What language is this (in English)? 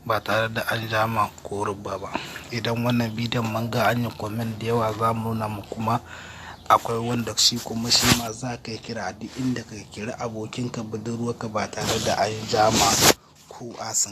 Hausa